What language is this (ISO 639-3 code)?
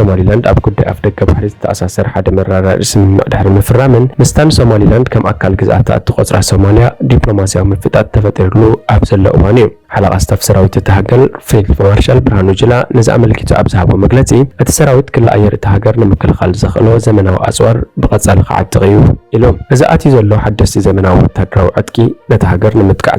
tir